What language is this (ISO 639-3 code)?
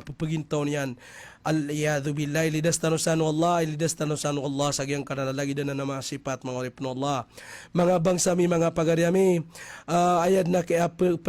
mrw